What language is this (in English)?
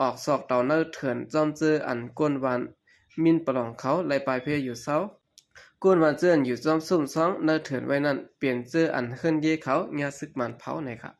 Shan